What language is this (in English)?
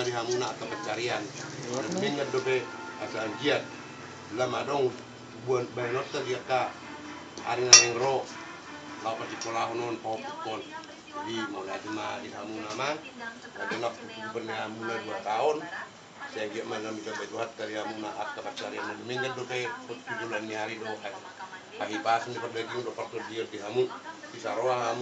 Batak Toba